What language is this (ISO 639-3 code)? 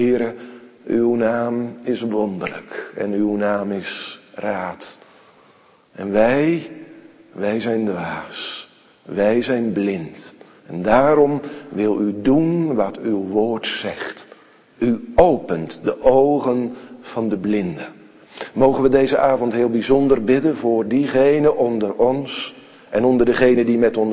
nld